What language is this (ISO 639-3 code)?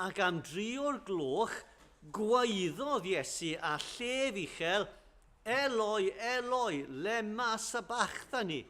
cym